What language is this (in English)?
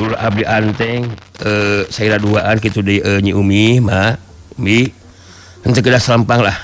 Sundanese